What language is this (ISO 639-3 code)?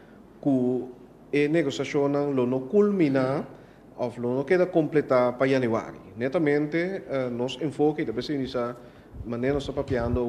pap